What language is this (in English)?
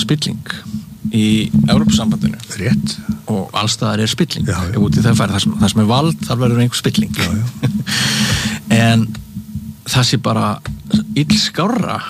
Icelandic